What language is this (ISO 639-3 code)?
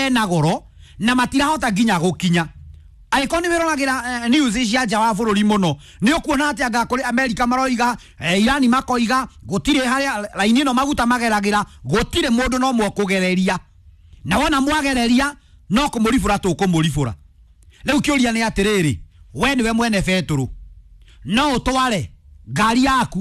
kik